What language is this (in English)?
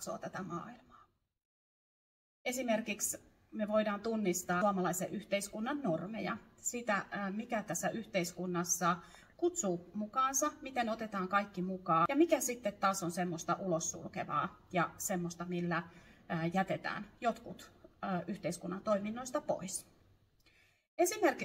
Finnish